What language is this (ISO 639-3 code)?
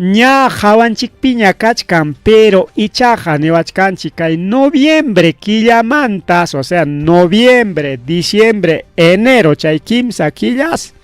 quy